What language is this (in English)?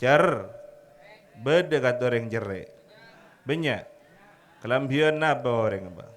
Madurese